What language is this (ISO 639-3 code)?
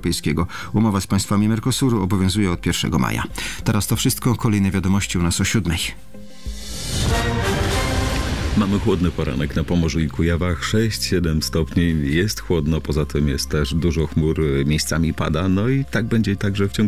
pol